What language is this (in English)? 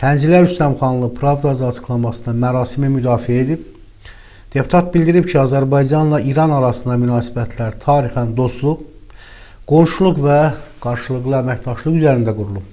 Azerbaijani